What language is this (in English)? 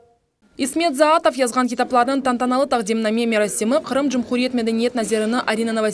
Crimean Tatar